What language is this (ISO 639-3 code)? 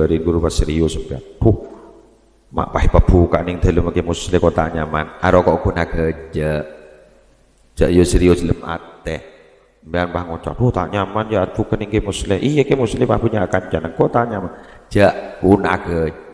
mad